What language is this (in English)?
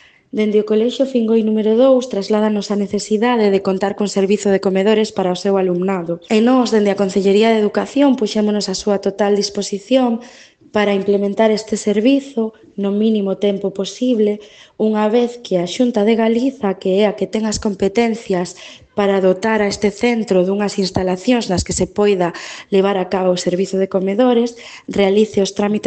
Galician